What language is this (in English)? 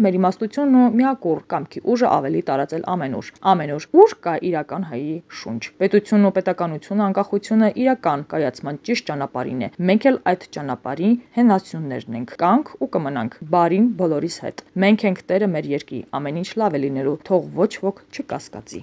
Armenian